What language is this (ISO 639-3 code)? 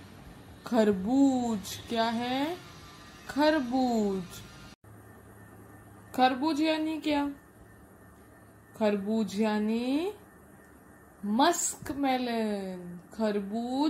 hin